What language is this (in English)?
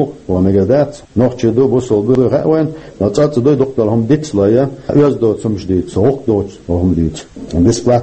Chechen